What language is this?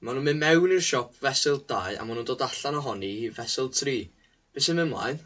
Welsh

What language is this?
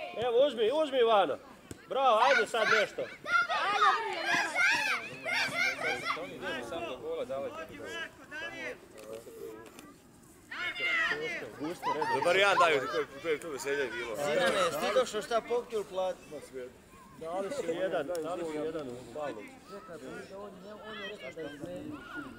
Croatian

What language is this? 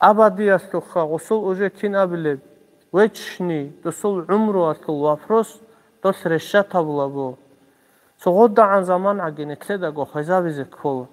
Avaric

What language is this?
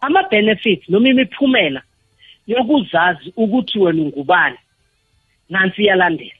South Ndebele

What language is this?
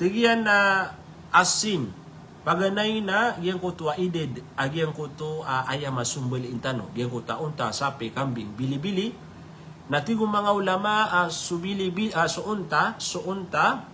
Maranao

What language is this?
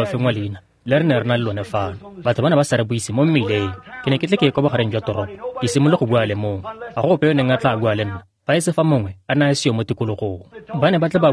Tswana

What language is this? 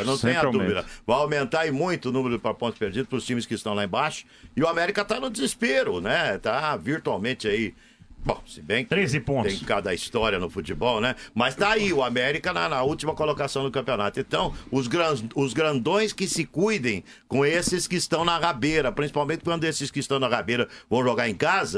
Portuguese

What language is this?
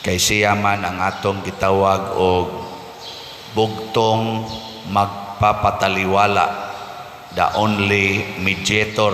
Cebuano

